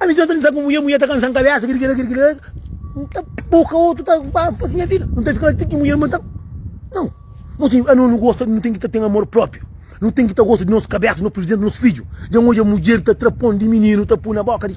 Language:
Kabuverdianu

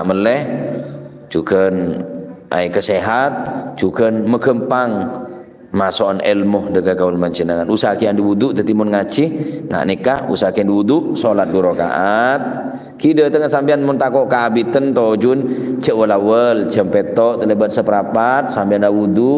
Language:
Madurese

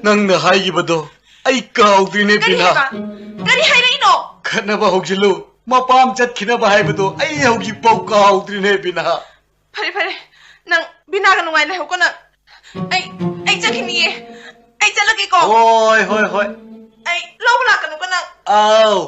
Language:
Manipuri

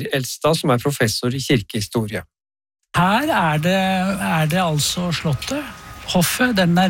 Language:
Norwegian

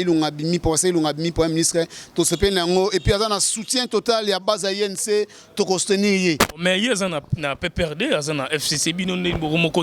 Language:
Lingala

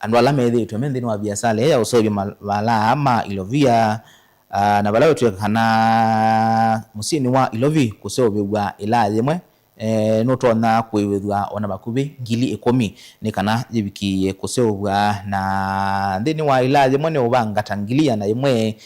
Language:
Kamba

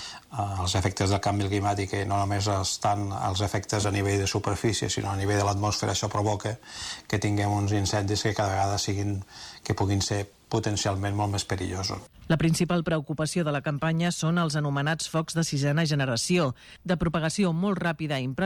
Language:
Catalan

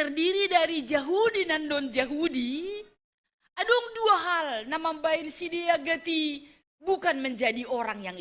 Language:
Batak Simalungun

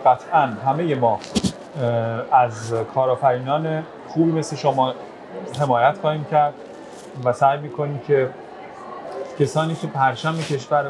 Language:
Persian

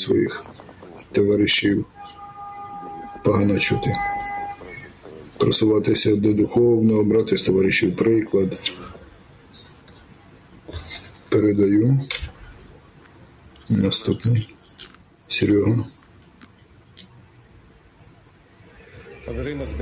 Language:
Ukrainian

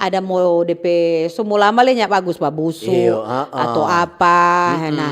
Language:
Manado Malay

